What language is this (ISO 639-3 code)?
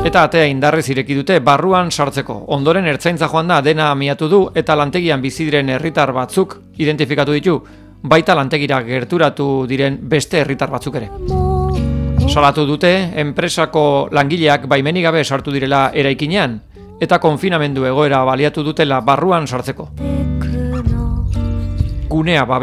eus